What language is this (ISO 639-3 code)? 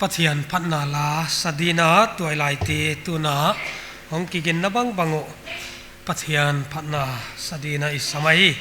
pck